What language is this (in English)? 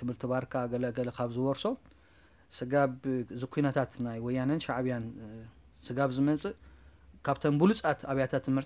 Tigrinya